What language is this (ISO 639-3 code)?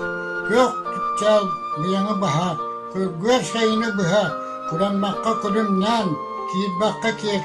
sah